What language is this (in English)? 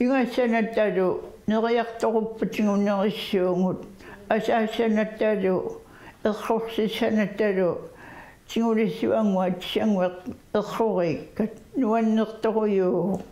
Kalaallisut